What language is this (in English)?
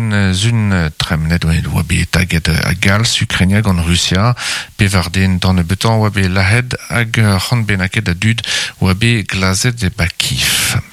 Breton